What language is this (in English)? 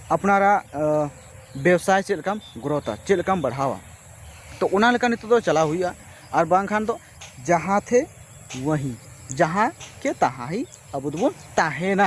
Santali